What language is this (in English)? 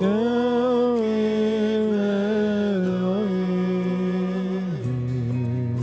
Yiddish